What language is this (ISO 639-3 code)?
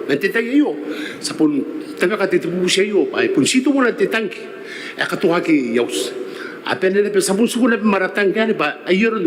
gil